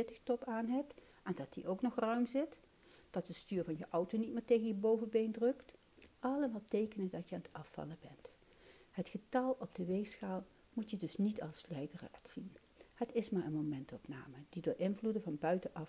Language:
Dutch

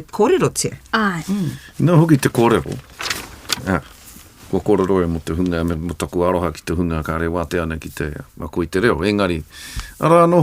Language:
Māori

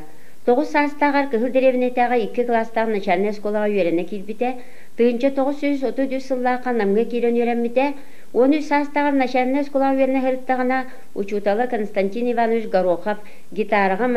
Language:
Yakut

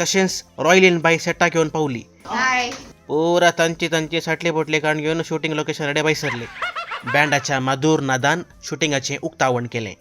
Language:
Konkani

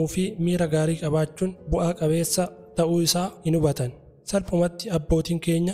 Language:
Oromo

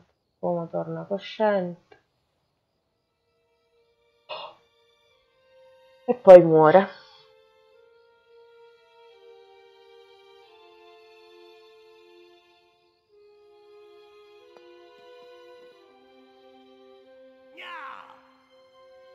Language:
Italian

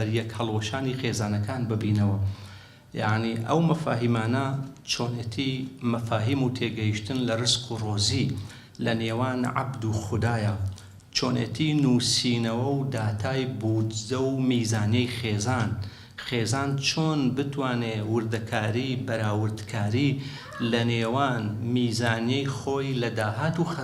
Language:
Central Kurdish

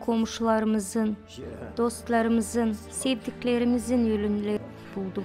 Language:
Gagauz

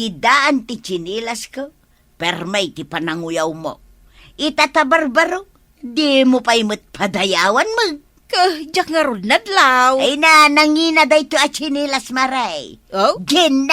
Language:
Iloko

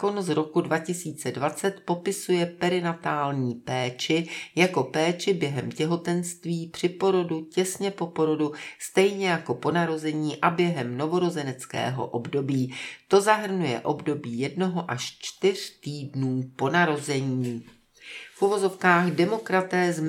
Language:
Czech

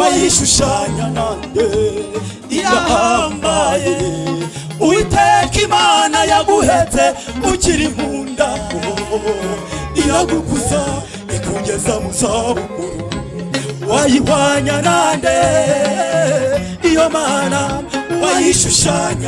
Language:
Kinyarwanda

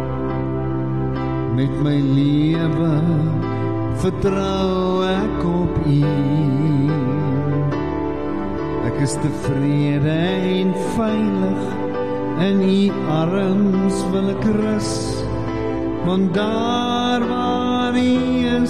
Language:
Afrikaans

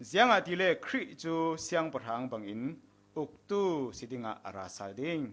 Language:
Falam Chin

